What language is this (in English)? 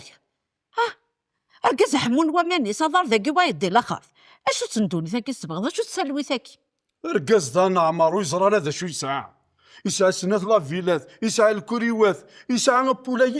Kabyle